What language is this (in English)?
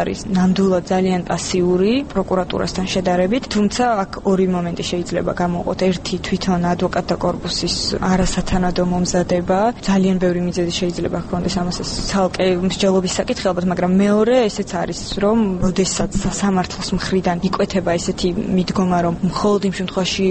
Georgian